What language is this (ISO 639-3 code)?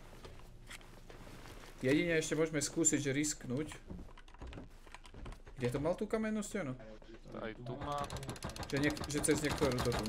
slk